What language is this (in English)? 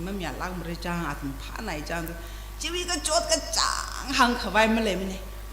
Tangkhul Naga (India)